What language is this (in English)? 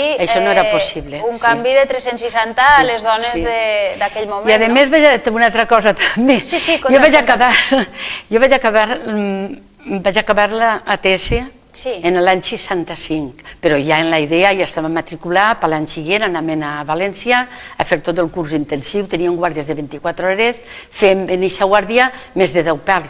Catalan